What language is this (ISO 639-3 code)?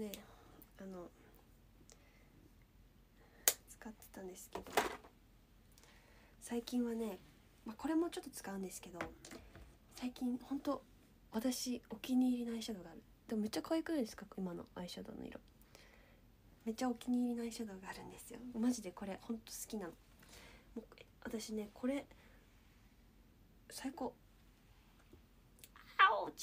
jpn